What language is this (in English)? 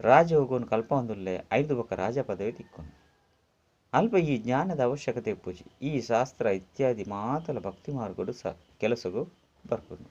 Tulu